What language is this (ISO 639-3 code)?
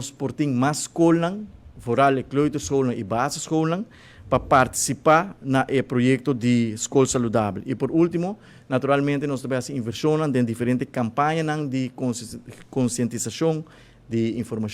pap